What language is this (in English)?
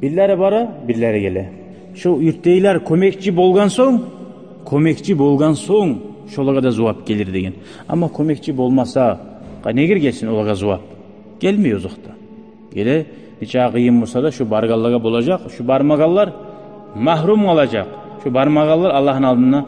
Kumyk